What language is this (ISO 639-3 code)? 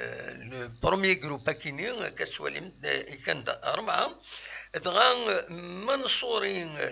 kab